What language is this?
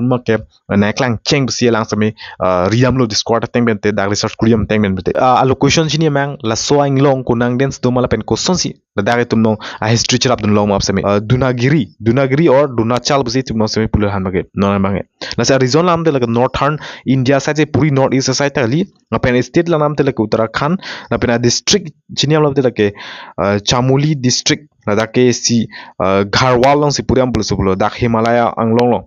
Karbi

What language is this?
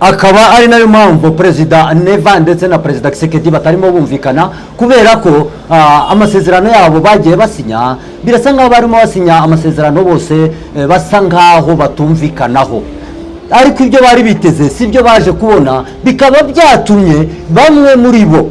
Kinyarwanda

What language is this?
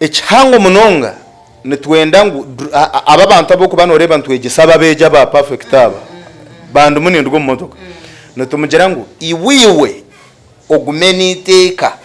Nyankole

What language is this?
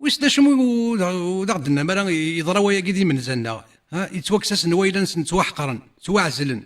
Kabyle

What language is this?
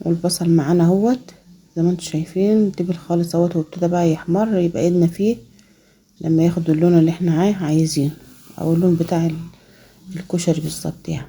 Egyptian Arabic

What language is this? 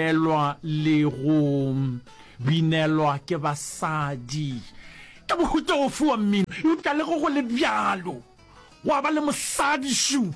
Northern Sotho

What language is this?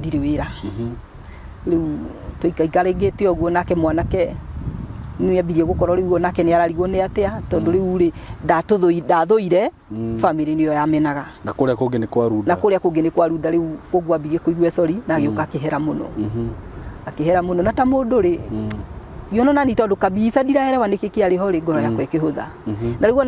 Kikuyu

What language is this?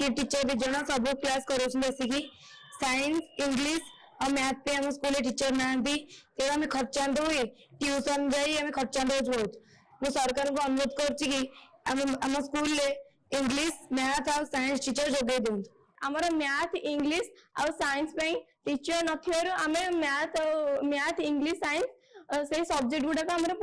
Odia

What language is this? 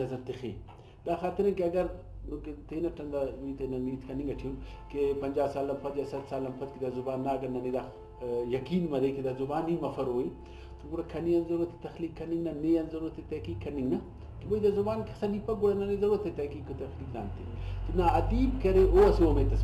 Brahui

